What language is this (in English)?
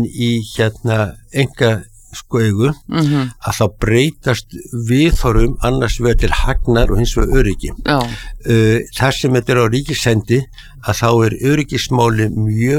Icelandic